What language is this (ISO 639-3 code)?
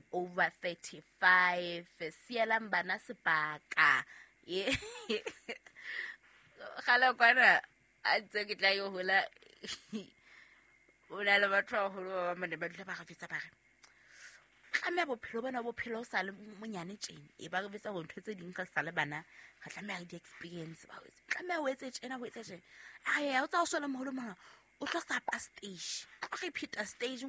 sot